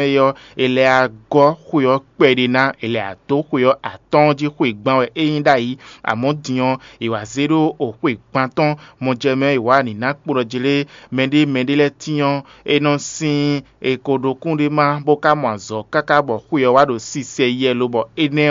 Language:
Fon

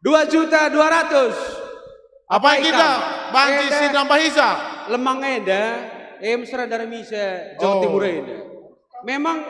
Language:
Batak Karo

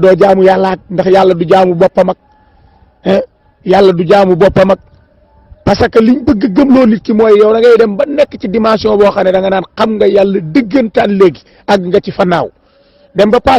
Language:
Wolof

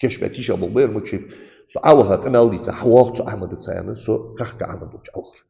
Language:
Ingush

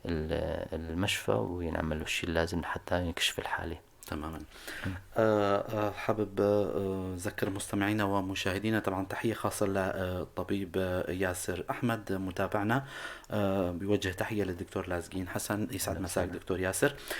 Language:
North Levantine Arabic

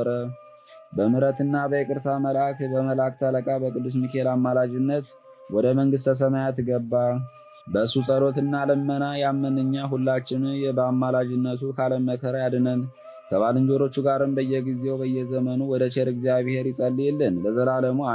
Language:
Amharic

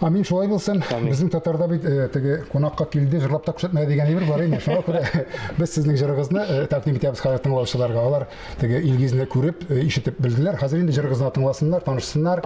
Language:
Tatar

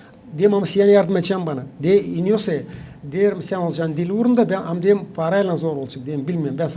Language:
Gagauz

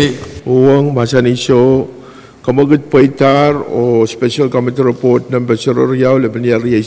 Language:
Pohnpeian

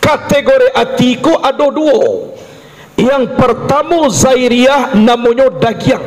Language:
Minangkabau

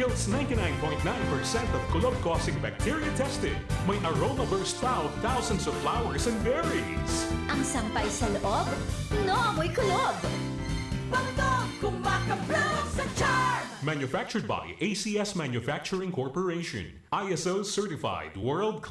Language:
Bikol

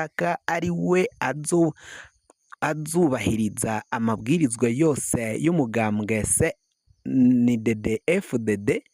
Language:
Rundi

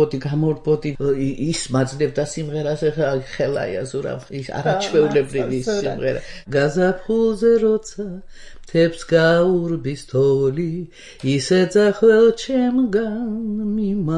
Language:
Georgian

